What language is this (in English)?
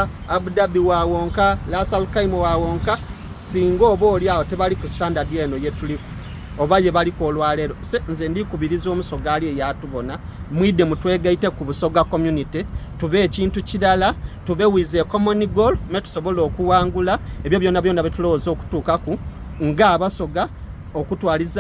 Soga